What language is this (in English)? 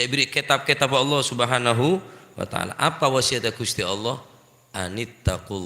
Madurese